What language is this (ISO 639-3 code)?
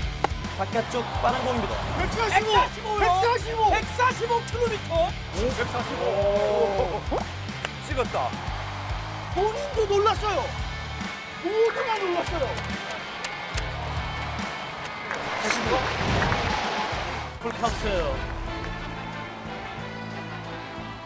kor